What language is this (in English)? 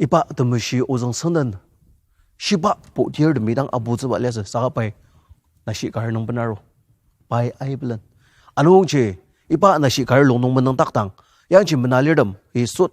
Ao Naga